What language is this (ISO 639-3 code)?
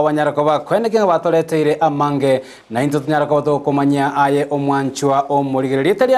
guz